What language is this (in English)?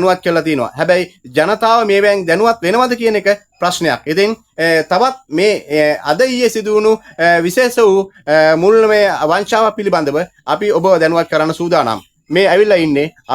Sinhala